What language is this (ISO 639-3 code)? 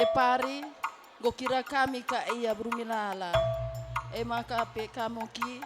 btx